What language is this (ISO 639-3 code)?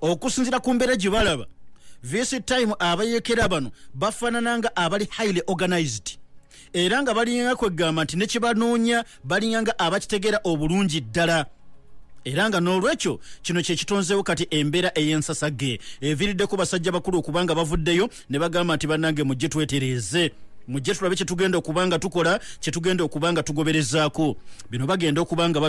lug